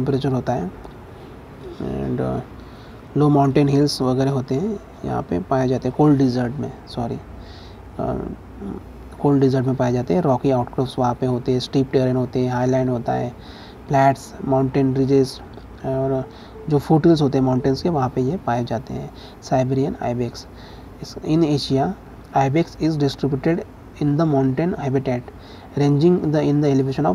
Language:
Hindi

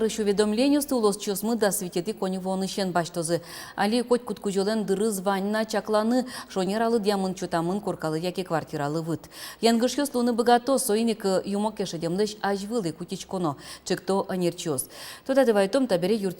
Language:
Udmurt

